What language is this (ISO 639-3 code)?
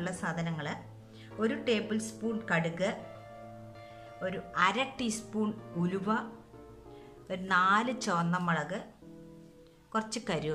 mal